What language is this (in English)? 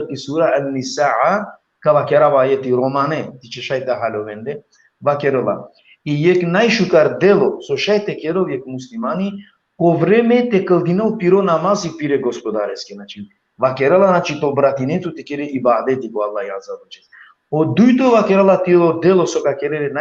Balkan Romani